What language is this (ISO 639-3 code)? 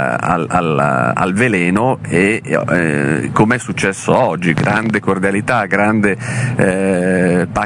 ita